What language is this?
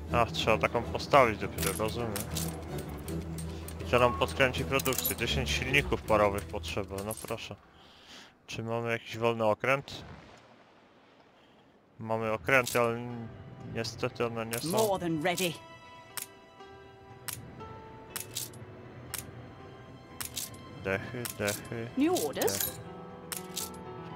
Polish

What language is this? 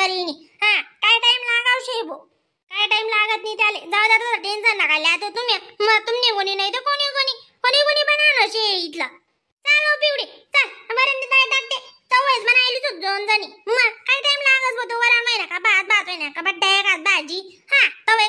Khandesi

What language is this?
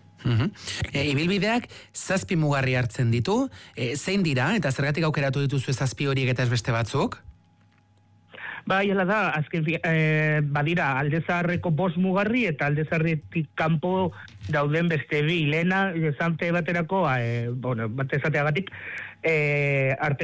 Basque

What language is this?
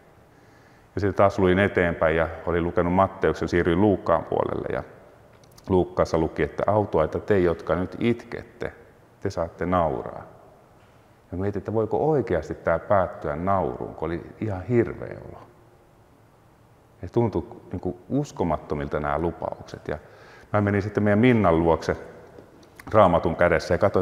Finnish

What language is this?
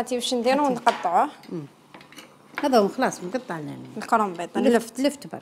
Algerian Arabic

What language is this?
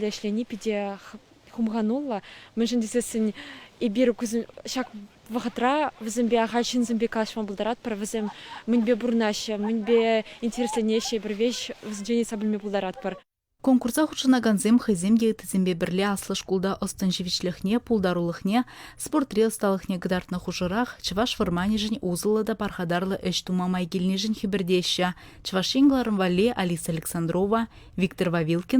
Chuvash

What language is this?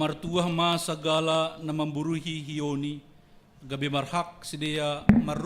Batak Simalungun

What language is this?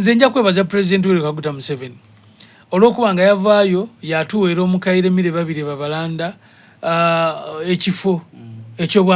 Soga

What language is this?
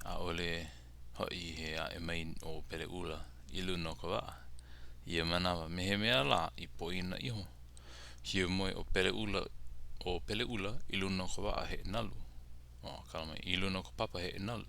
Hawaiian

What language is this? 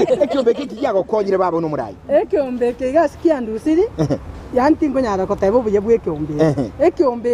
Gusii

